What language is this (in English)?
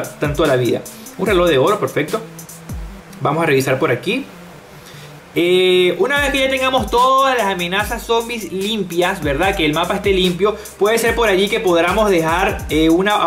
Spanish